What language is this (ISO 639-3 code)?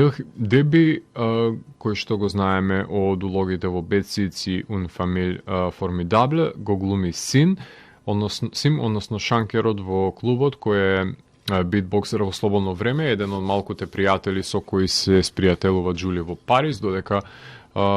mkd